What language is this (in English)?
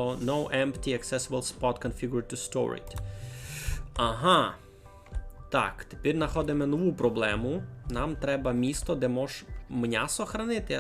Rusyn